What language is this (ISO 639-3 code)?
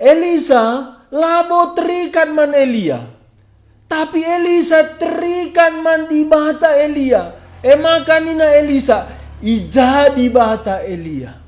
btx